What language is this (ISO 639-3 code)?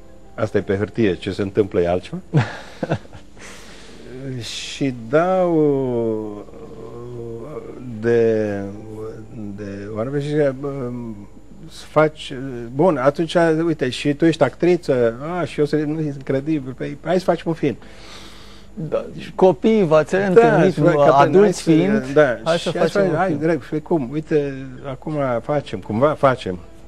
ron